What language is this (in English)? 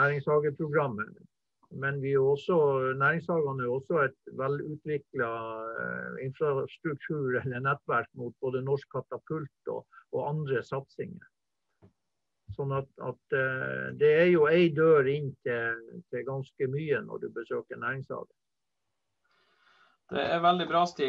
Norwegian